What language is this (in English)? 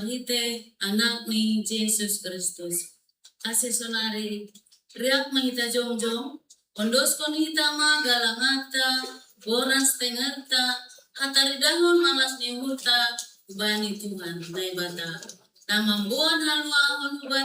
Batak Simalungun